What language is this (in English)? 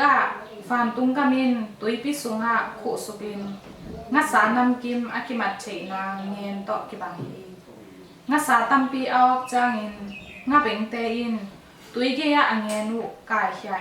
Tedim Chin